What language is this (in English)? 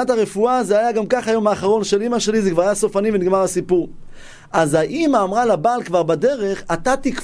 Hebrew